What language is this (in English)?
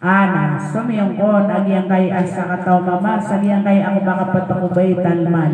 Maranao